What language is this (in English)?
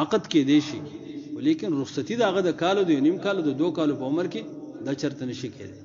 Pashto